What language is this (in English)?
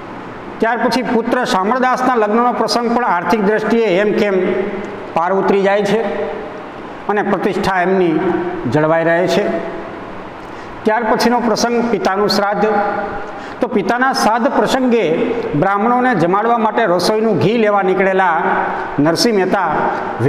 Gujarati